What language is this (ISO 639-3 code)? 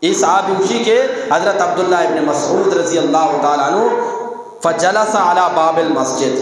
bgp